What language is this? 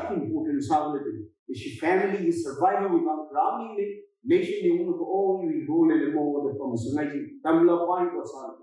Tangkhul Naga (India)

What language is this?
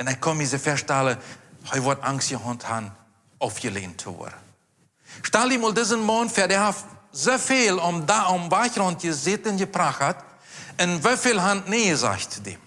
Plautdietsch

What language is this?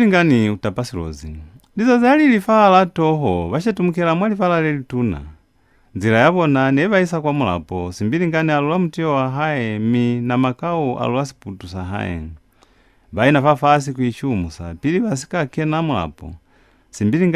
Lozi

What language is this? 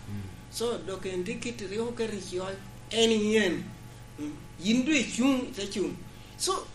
Lango (Uganda)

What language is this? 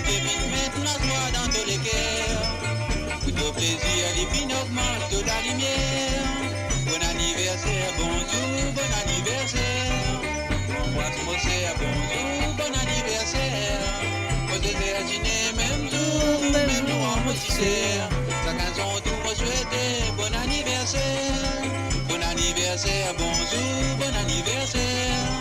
Morisyen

